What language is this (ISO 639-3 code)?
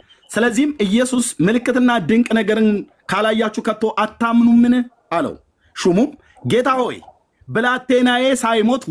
amh